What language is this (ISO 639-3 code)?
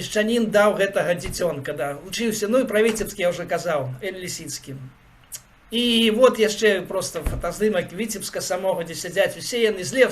bel